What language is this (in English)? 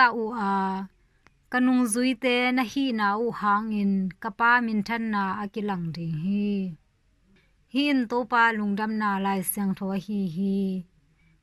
Tedim Chin